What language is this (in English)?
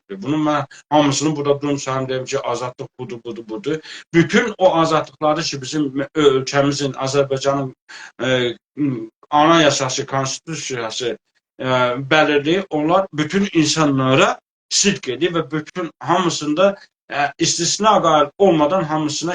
South Azerbaijani